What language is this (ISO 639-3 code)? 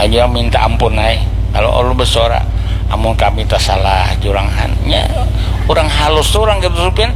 bjn